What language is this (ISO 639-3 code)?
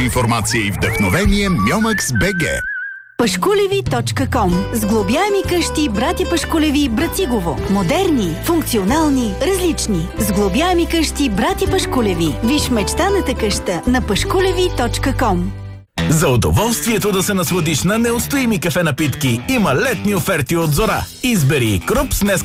bul